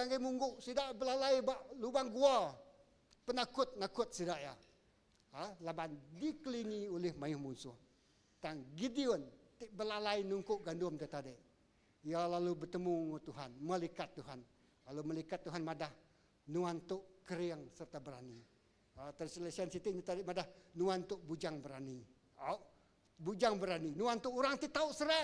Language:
Iban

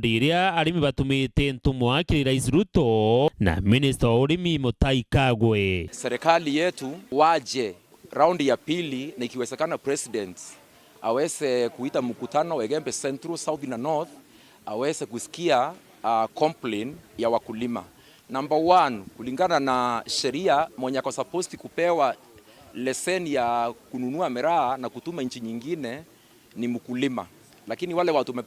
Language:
Meru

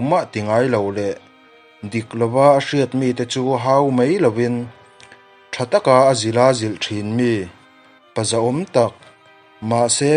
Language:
Mizo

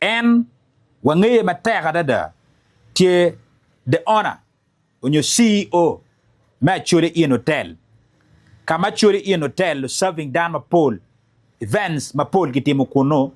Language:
Acoli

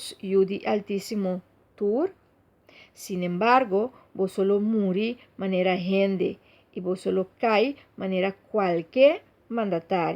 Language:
Papiamento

